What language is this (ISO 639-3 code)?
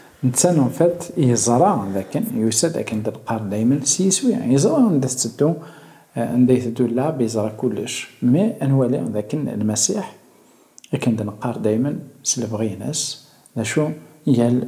kab